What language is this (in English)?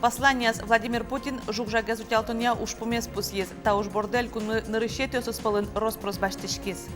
Udmurt